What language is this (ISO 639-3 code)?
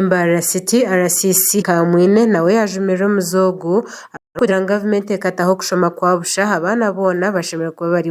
nyn